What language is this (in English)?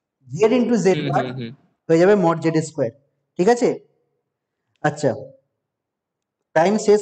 Bangla